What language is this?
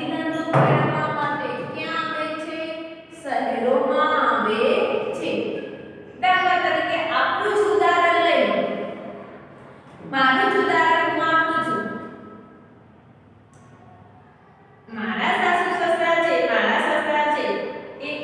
Gujarati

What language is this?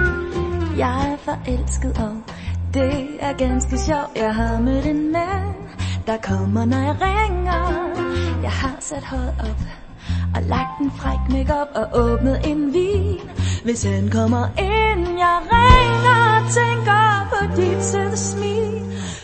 Danish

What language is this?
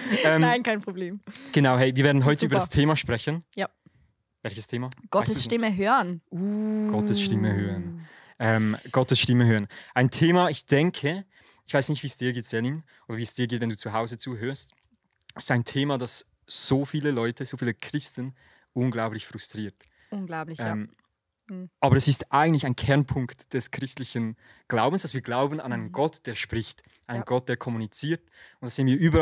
Swiss German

